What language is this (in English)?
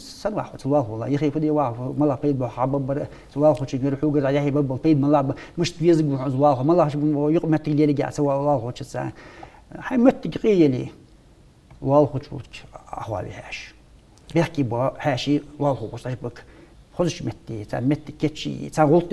Ingush